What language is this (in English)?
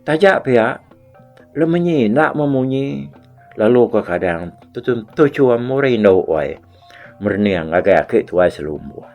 Iban